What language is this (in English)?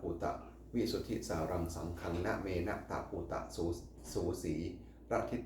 Pali